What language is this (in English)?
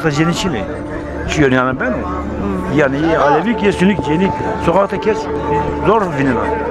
Zaza